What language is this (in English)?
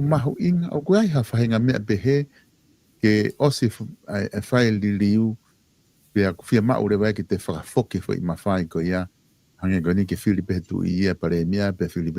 Tongan